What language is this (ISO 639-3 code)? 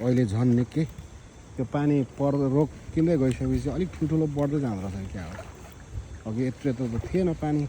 nep